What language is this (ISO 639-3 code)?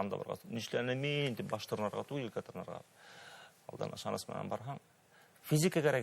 bak